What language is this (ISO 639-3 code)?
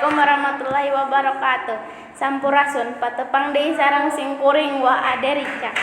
sun